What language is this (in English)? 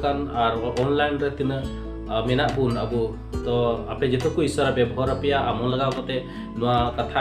Santali